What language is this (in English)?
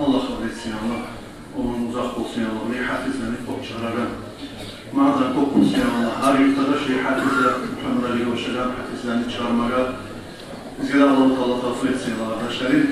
Kumyk